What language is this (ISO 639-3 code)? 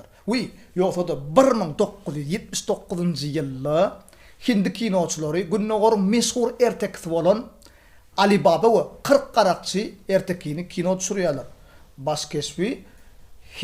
tuk